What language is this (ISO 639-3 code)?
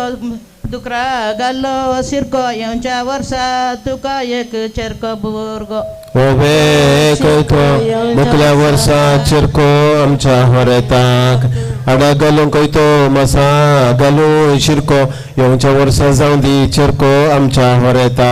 kok